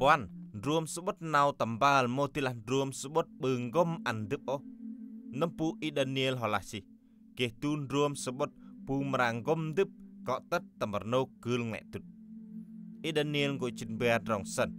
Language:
Central Mnong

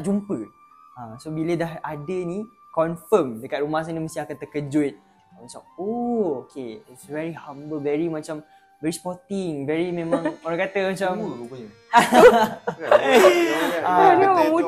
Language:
Malay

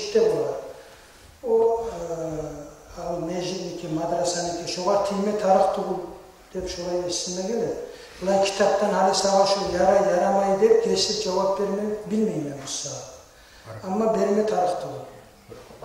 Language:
Kumyk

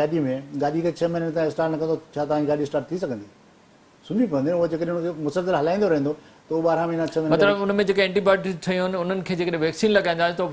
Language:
Sindhi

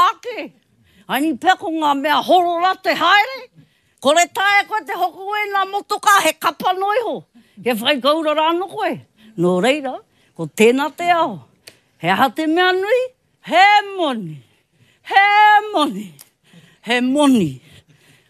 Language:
Māori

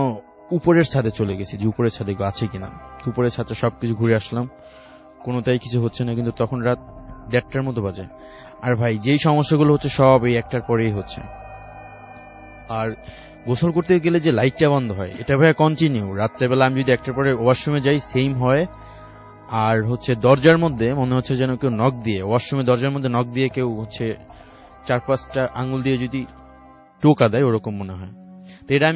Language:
Bangla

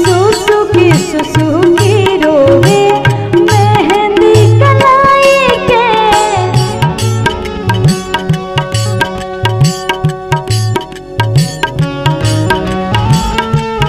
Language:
Bhojpuri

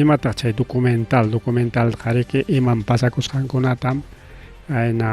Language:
Ayacucho Quechua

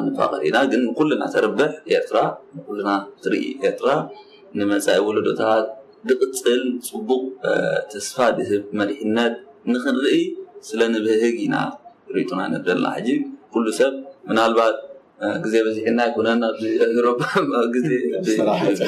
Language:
Tigrinya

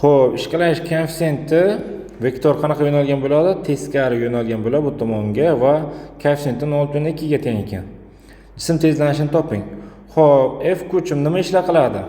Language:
Uzbek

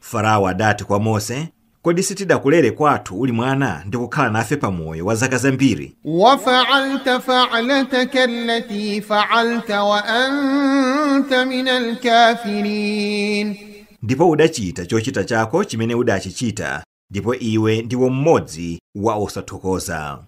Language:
Nyanja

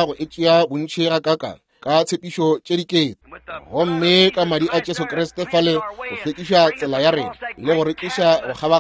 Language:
Northern Sotho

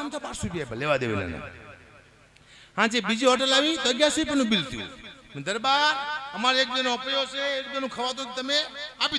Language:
Gujarati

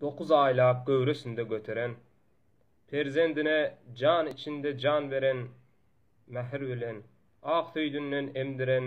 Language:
Turkmen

